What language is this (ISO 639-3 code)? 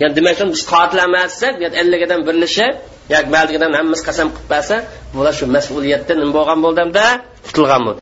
uig